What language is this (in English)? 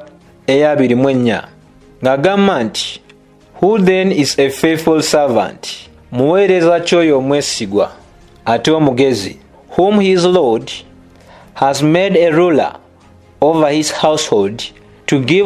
Ganda